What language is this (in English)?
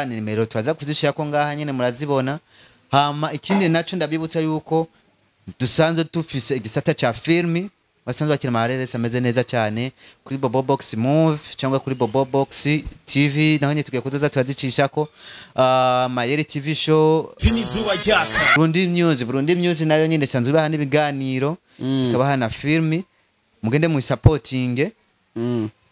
Rundi